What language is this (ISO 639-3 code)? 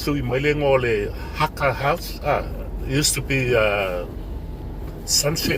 smo